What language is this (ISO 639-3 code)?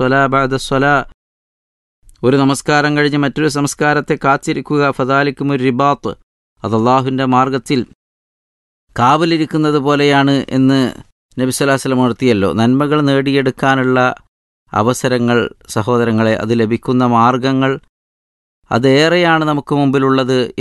mal